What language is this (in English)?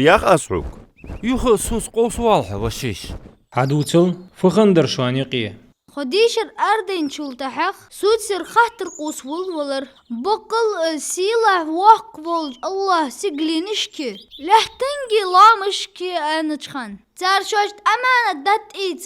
Ingush